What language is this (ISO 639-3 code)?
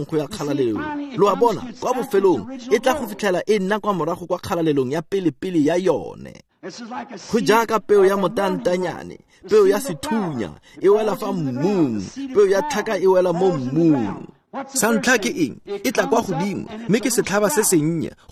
tsn